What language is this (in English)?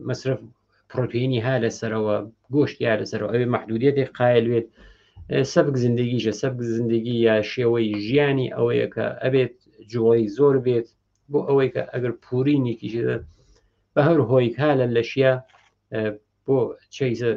Central Kurdish